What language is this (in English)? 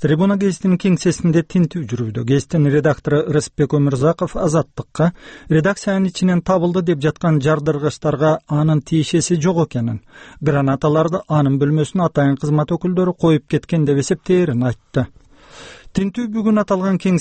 Kyrgyz